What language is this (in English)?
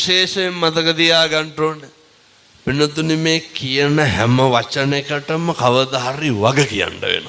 Sinhala